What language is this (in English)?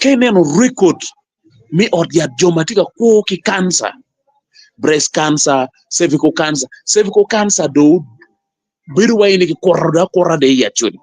Acoli